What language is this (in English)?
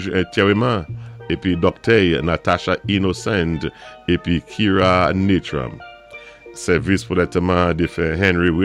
Saint Lucian Creole French